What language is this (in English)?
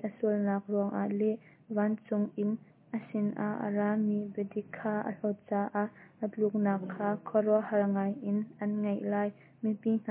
Hakha Chin